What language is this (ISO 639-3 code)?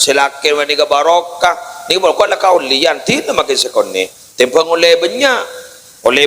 mad